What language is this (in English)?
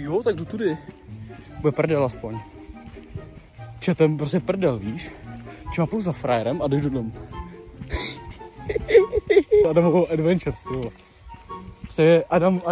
Czech